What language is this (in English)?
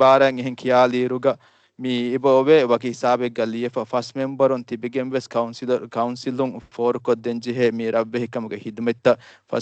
Divehi